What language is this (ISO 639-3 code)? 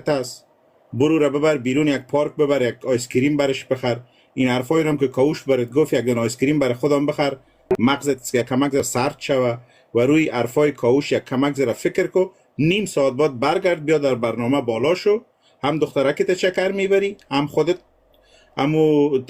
fas